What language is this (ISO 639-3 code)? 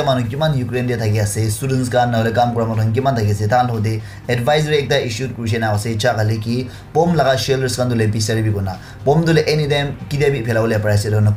nag